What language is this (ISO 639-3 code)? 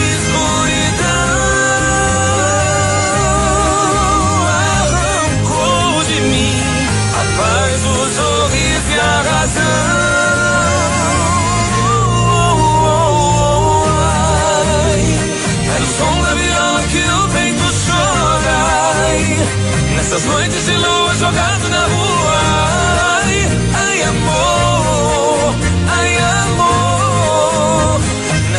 por